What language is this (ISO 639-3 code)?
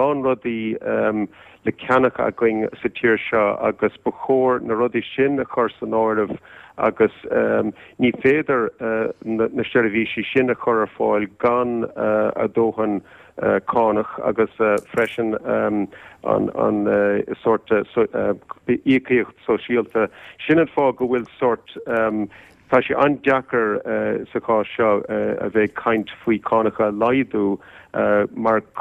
gle